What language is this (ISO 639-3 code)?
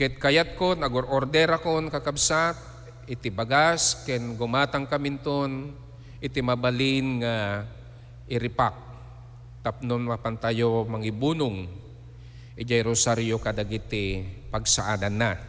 ilo